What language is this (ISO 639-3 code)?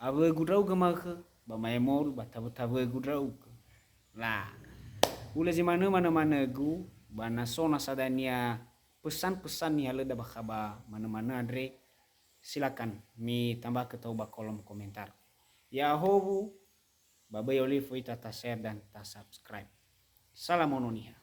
nia